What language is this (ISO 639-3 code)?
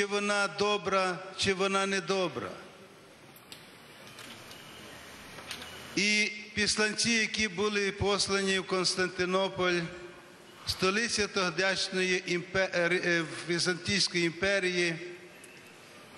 ukr